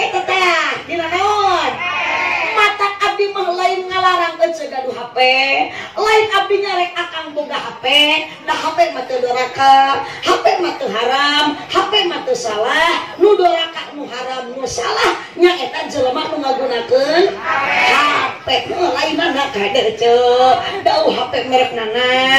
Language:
Sundanese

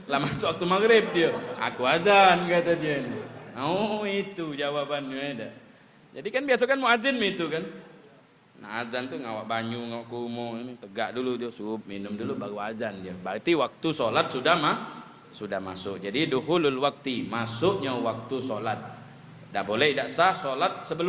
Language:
Musi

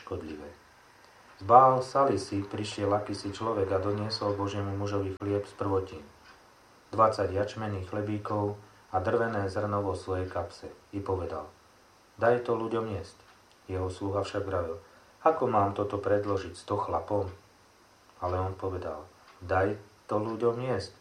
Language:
Slovak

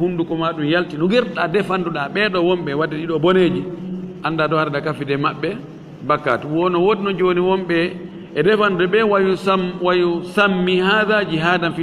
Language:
Fula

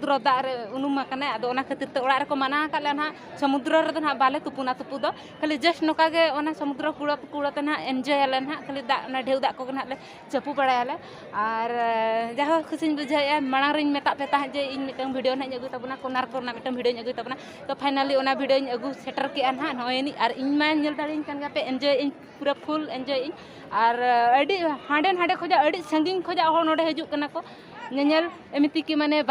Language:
Santali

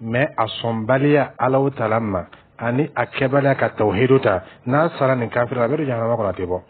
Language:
Dyula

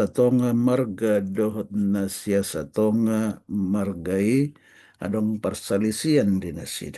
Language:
Batak Toba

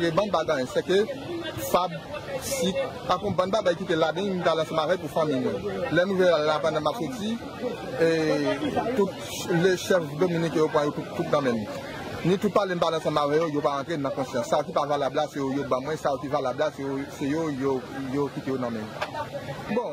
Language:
Haitian Creole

